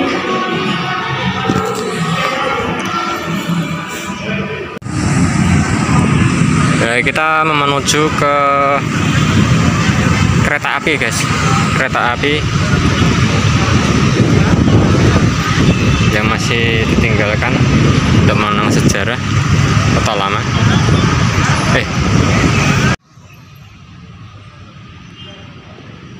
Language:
Indonesian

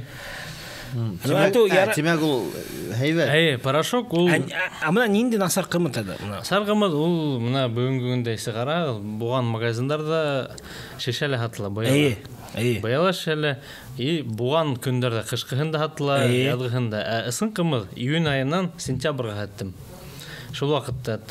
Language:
Bashkir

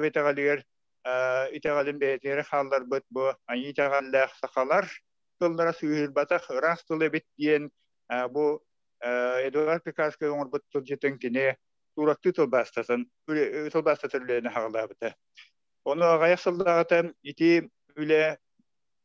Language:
Yakut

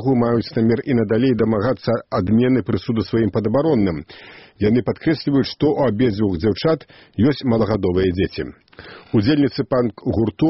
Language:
Belarusian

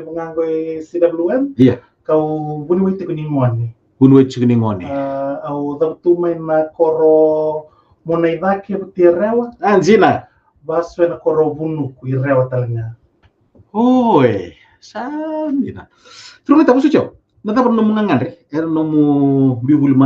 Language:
Fijian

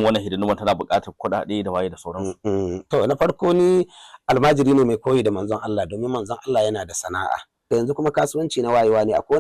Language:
Hausa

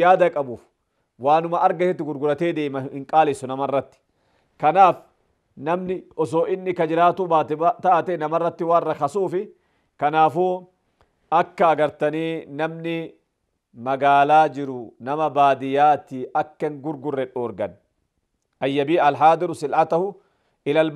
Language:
Oromo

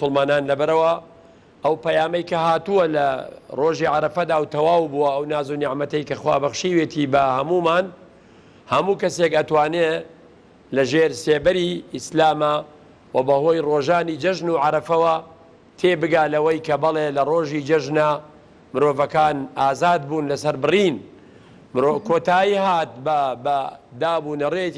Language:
Central Kurdish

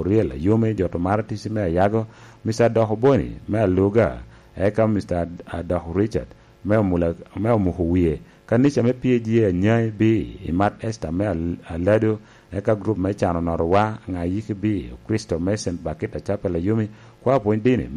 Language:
Lango (Uganda)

